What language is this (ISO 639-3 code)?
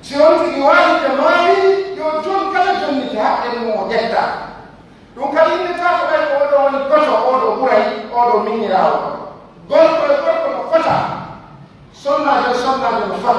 fuf